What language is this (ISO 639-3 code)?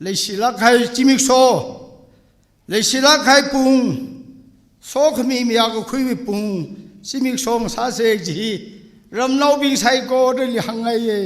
nmf